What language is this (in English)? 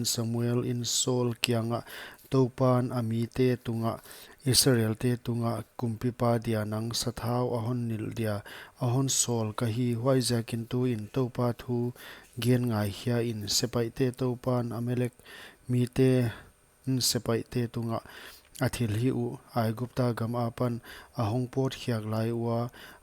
Paite Chin